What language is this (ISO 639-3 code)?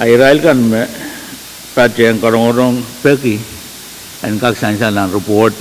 pon